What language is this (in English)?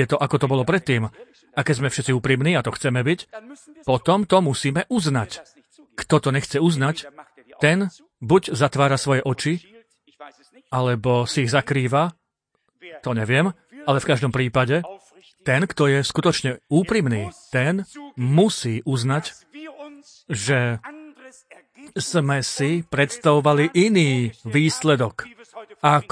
Slovak